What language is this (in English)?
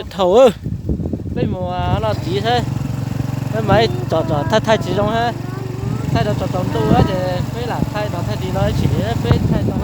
Hmong